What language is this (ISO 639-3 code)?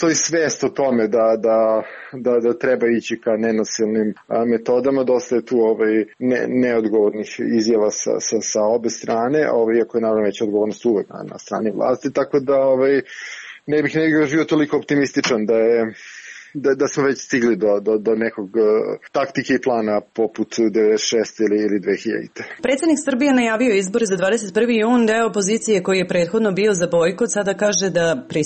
srp